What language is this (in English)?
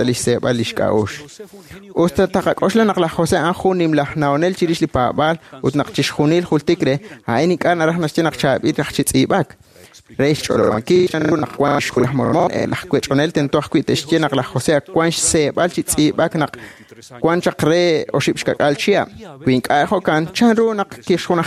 Kekchí